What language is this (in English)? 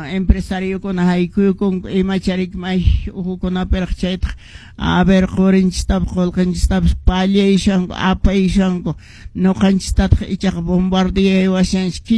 Quechua